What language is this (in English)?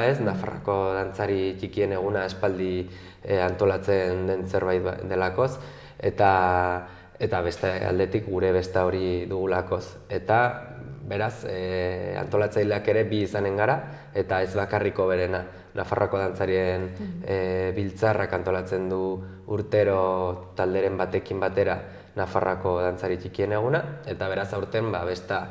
Basque